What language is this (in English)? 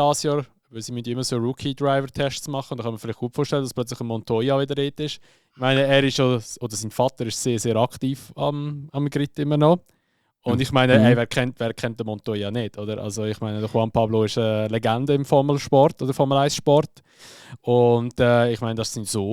Swiss German